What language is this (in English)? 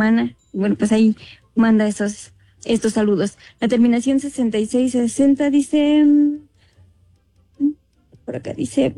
Spanish